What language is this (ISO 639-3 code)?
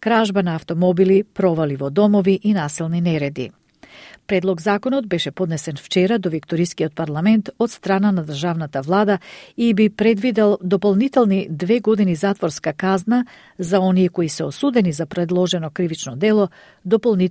mkd